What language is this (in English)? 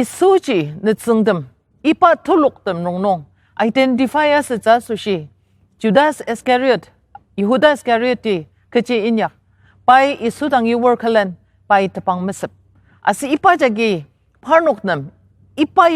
Ao Naga